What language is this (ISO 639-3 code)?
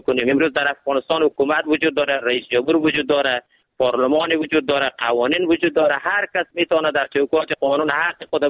fas